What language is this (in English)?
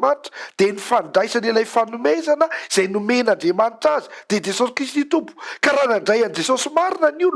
Malagasy